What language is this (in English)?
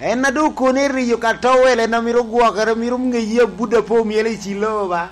Lango (Uganda)